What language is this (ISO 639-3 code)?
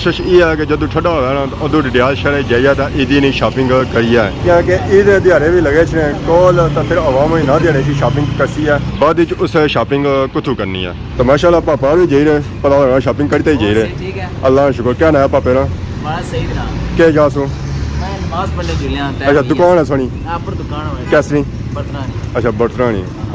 phr